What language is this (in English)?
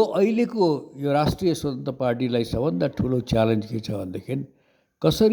Nepali